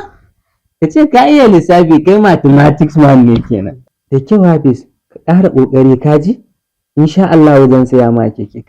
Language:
Hausa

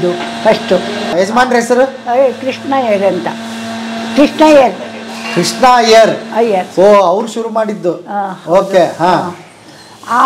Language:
Kannada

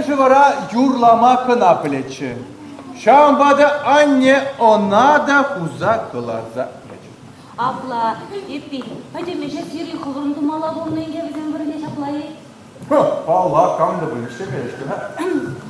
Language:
Chuvash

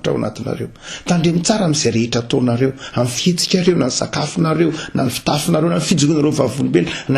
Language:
Malagasy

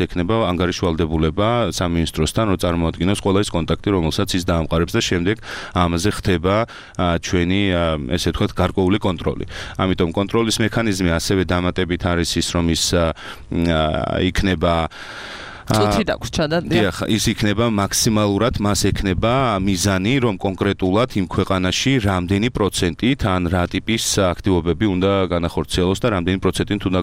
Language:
Georgian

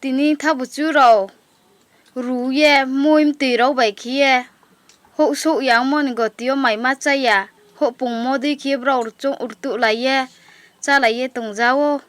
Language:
Kok Borok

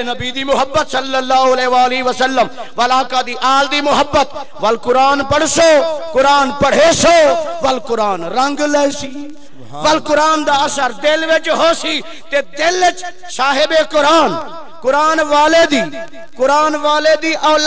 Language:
Saraiki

